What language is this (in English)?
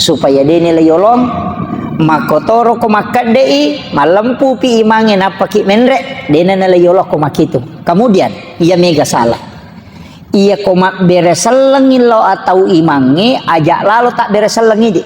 Buginese